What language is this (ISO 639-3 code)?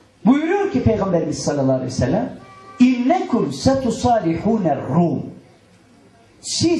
tur